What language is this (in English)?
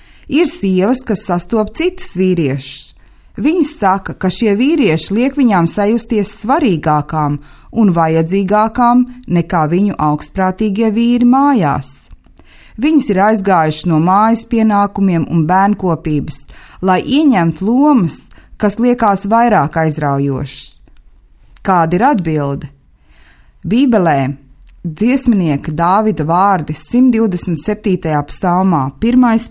Latvian